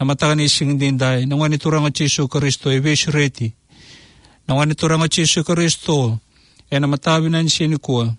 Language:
Fijian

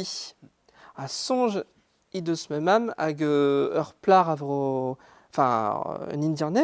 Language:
Breton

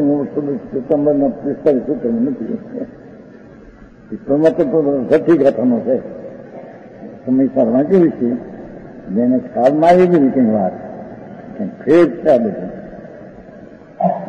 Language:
Gujarati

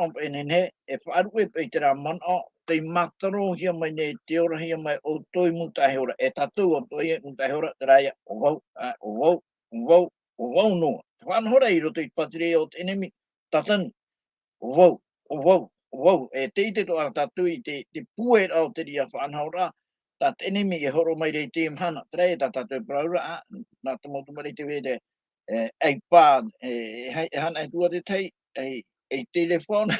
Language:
Tahitian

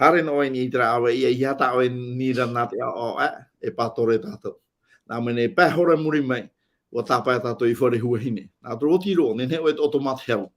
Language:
Tahitian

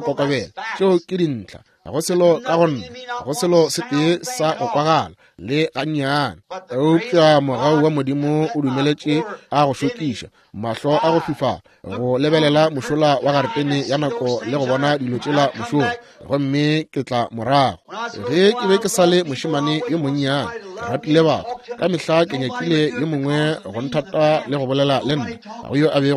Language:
Northern Sotho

